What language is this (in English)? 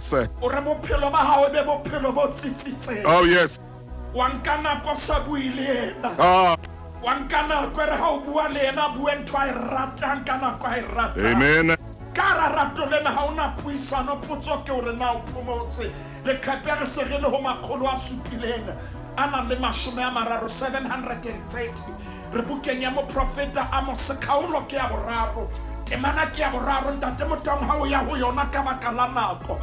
Southern Sotho